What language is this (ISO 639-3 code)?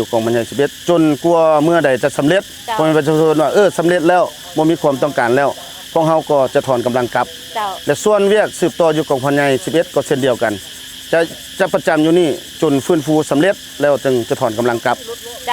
lao